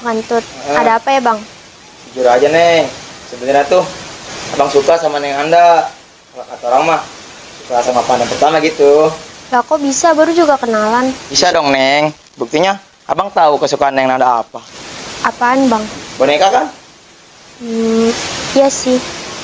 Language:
Betawi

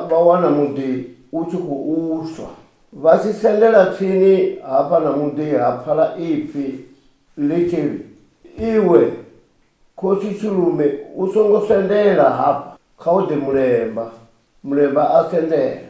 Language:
Venda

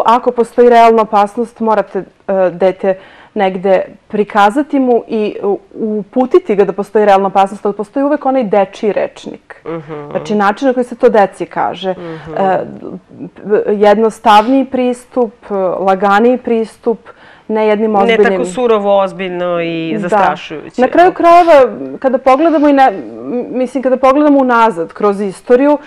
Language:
Serbian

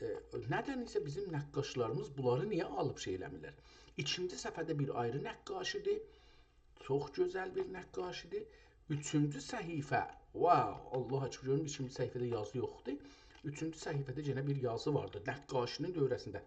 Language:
South Azerbaijani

